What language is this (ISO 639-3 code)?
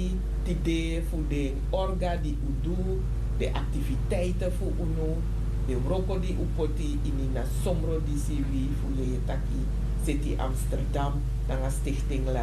srn